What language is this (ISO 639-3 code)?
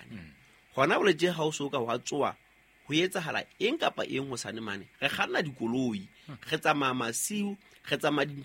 sot